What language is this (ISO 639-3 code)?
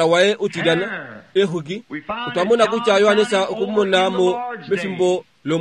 kua